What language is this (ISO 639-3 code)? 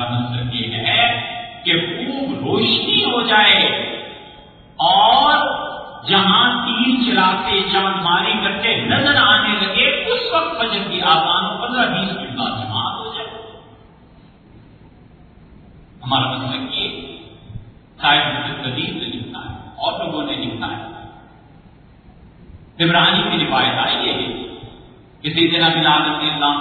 urd